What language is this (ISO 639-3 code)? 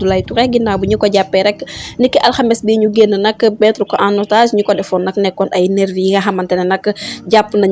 wol